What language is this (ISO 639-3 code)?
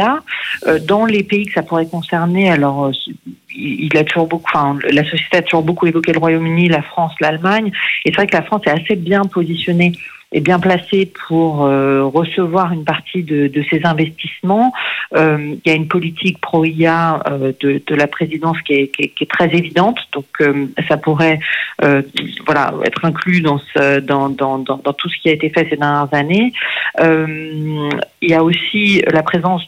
fra